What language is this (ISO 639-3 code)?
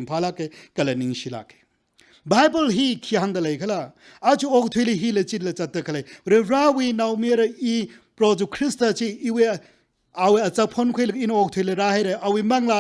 nmf